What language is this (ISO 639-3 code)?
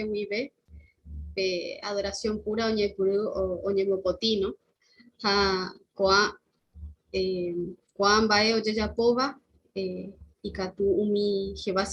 grn